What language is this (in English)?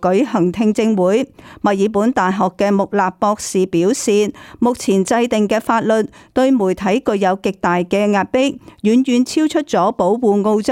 Cantonese